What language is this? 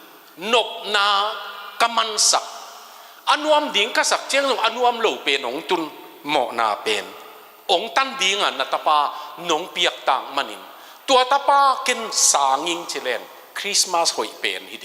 Tedim Chin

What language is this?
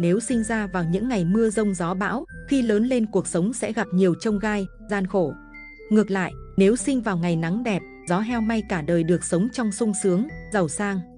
Vietnamese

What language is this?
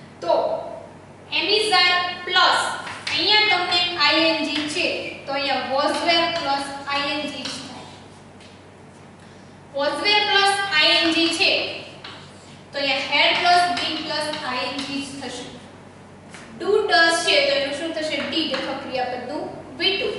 Gujarati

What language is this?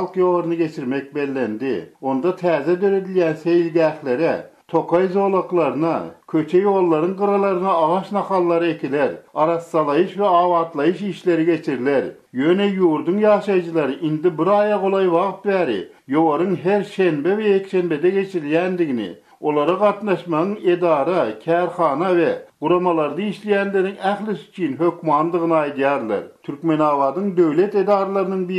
Turkmen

